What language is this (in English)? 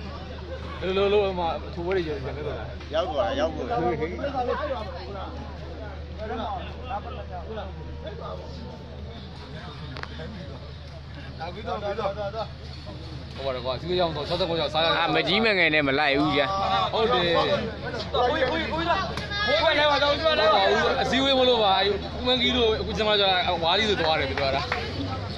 Burmese